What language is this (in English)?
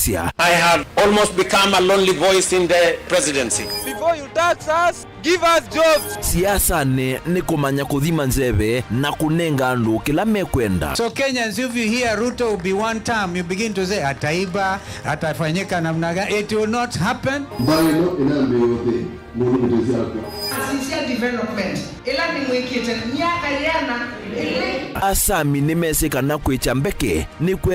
Kamba